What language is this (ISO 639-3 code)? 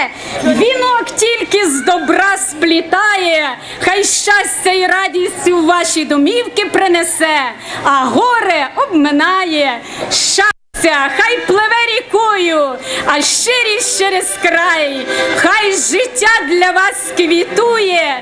ukr